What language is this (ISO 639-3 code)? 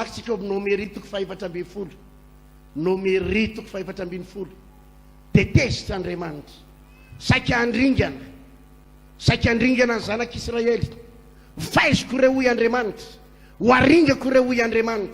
mlg